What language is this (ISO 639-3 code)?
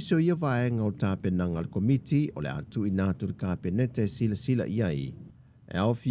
smo